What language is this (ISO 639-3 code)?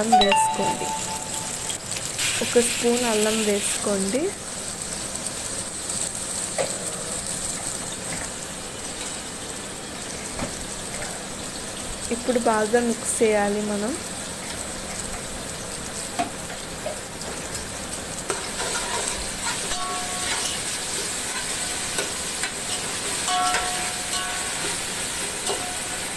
tel